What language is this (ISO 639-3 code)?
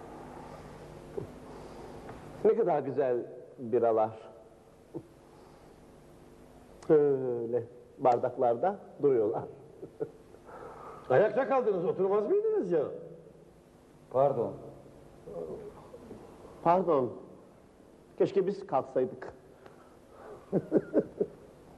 tur